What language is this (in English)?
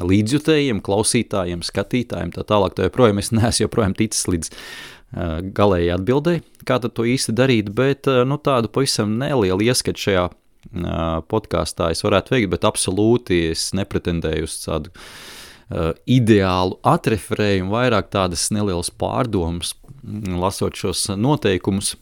Latvian